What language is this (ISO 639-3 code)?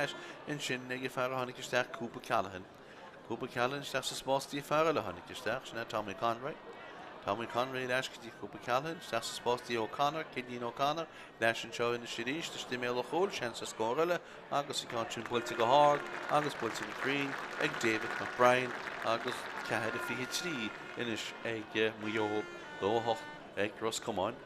gle